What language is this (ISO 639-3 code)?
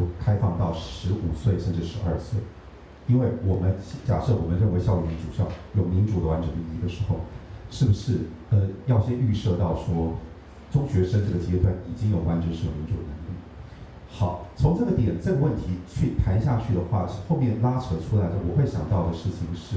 zho